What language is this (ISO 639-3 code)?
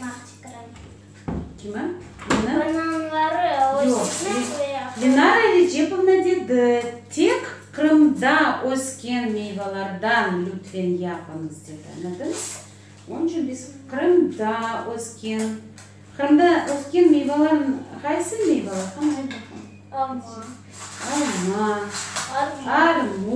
crh